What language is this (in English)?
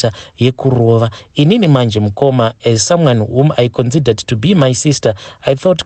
Shona